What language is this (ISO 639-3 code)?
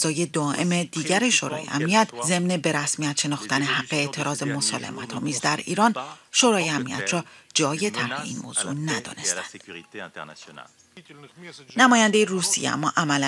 fas